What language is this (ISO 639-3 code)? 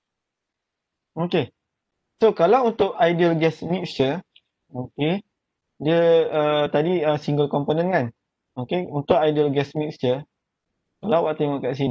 msa